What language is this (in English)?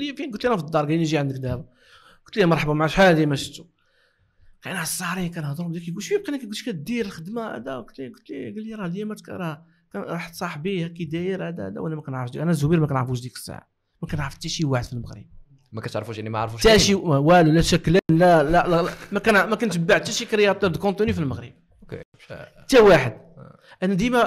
Moroccan Arabic